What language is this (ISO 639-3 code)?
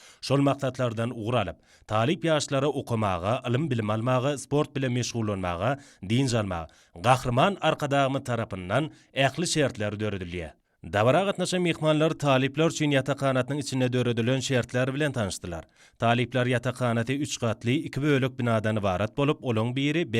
tuk